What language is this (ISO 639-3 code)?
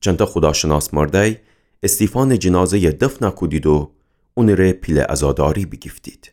glk